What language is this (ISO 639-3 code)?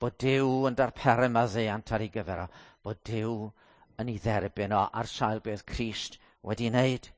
cym